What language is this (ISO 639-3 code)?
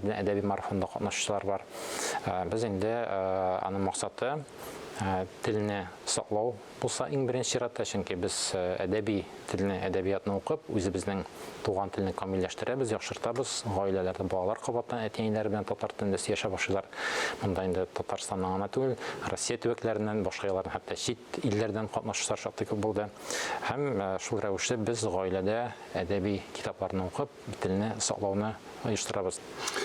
tat